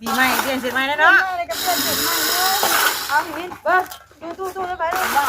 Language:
Northeastern Thai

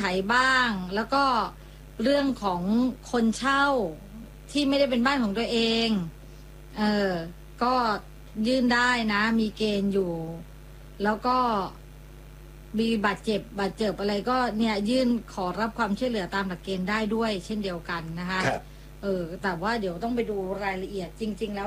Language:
Thai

